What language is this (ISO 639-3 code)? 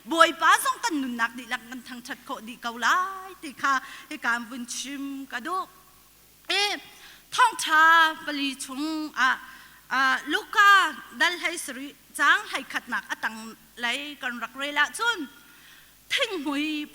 cnh